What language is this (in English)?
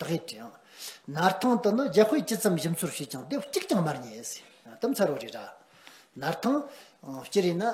Tibetan